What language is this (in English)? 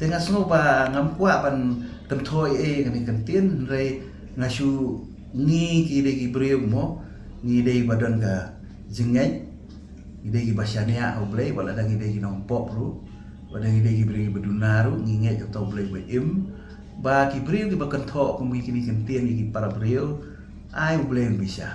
Khasi